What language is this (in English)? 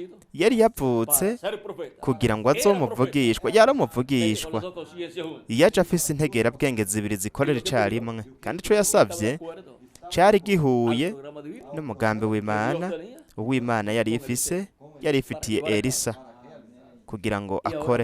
Rundi